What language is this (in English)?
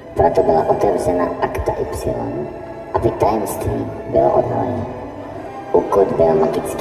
Czech